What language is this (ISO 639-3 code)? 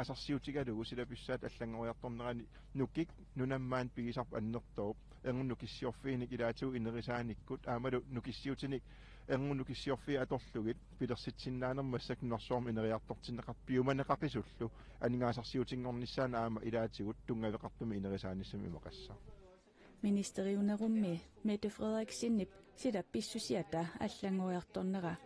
kal